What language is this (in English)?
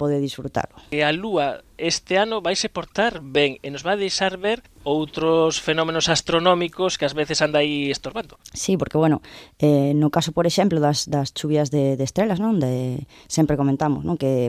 Galician